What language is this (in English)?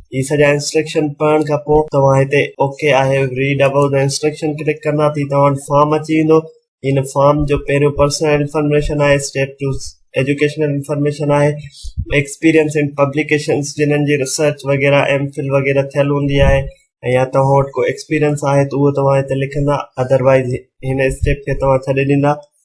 Sindhi